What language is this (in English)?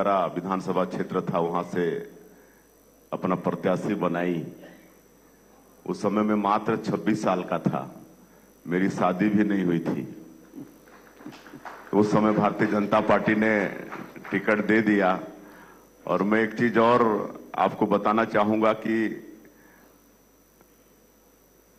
Hindi